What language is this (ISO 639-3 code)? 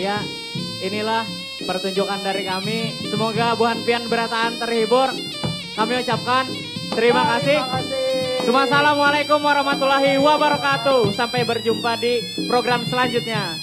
bjn